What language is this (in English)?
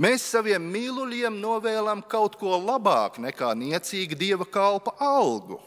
Latvian